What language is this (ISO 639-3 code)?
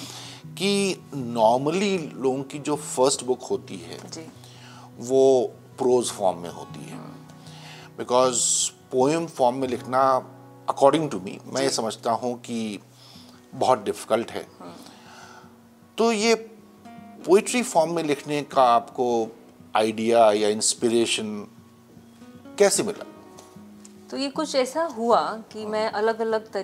hin